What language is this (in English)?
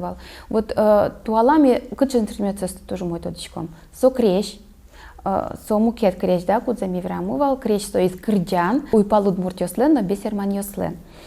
Udmurt